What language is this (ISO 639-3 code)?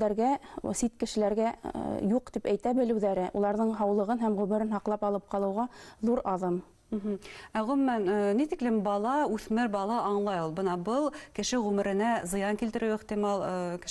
bak